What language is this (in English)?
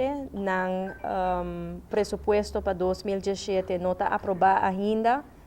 Papiamento